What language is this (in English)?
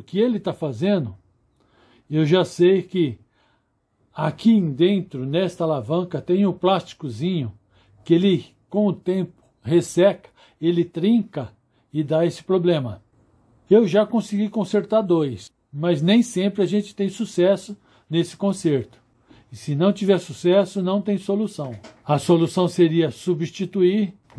Portuguese